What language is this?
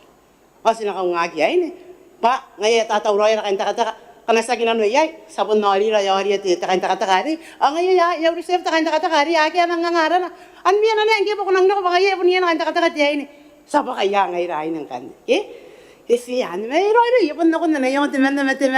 Gilbertese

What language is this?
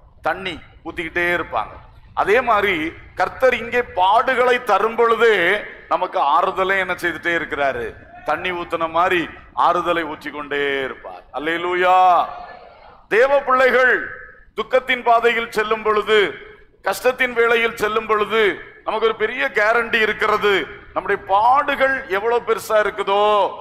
Tamil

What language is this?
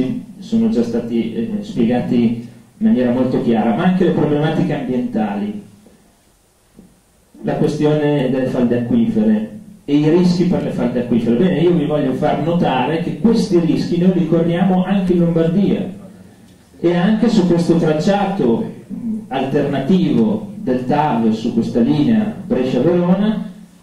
Italian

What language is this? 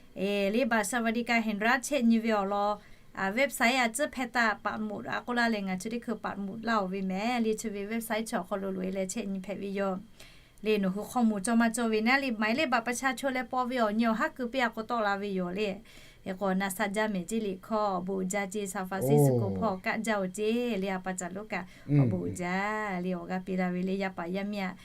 Lahu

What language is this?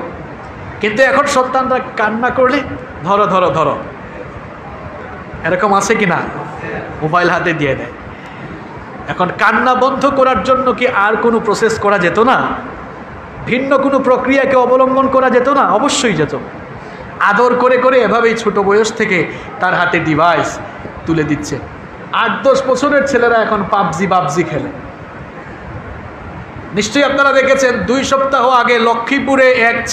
Bangla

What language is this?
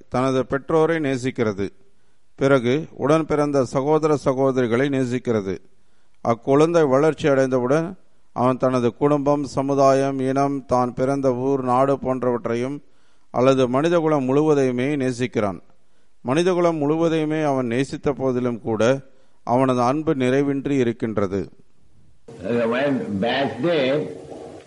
Tamil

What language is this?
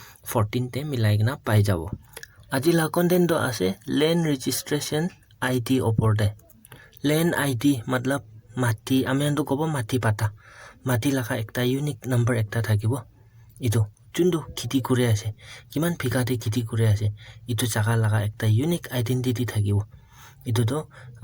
Naga Pidgin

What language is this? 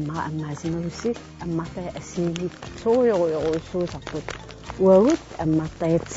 Kalaallisut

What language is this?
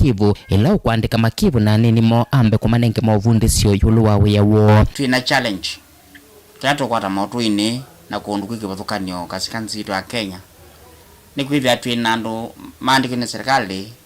Kamba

